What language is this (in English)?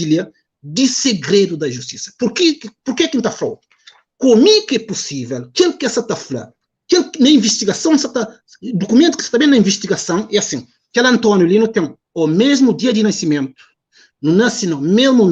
Kabuverdianu